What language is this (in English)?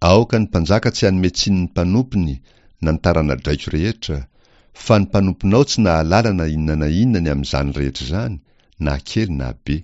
Malagasy